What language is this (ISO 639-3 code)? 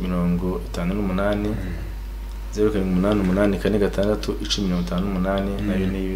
kin